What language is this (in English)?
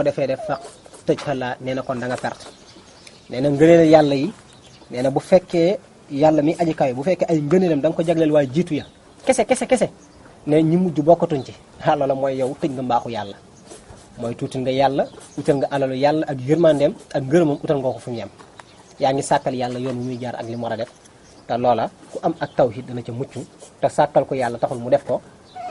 Wolof